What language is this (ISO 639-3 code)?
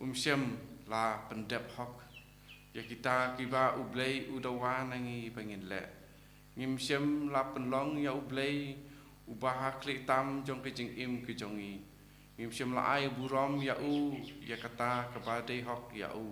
kha